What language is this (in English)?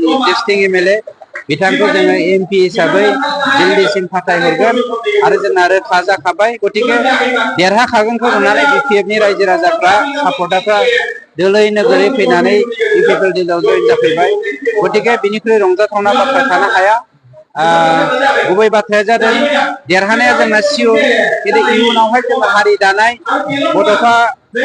Bodo